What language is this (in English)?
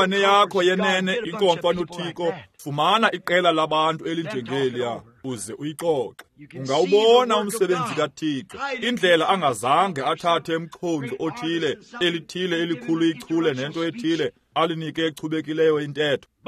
Xhosa